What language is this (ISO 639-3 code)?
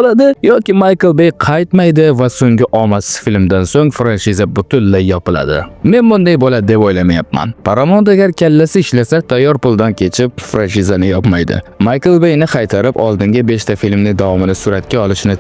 uzb